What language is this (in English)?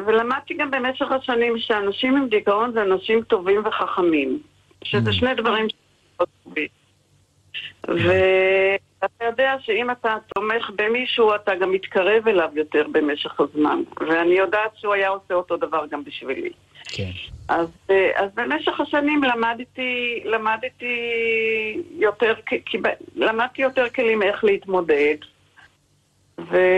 Hebrew